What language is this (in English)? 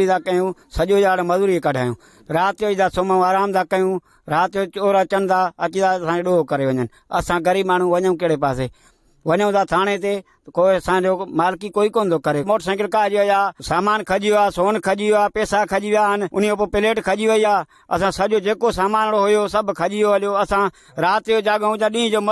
Sindhi